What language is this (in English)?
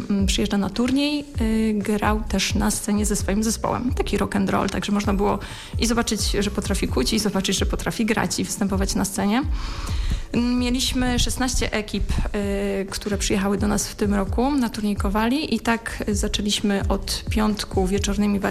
Polish